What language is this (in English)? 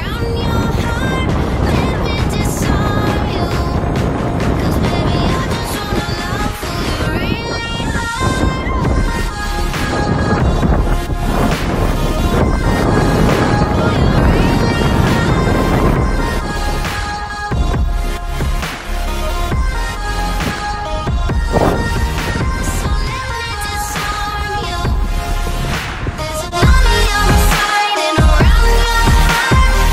English